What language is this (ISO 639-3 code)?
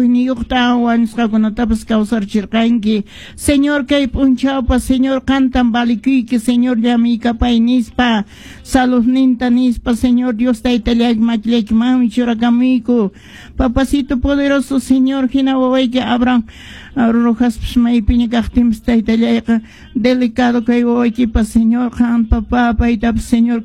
que